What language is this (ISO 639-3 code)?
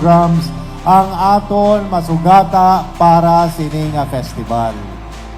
hil